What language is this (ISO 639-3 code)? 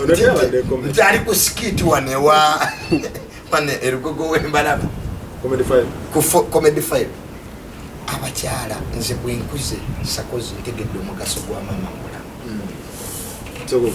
lug